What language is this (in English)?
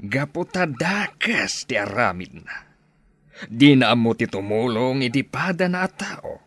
Iloko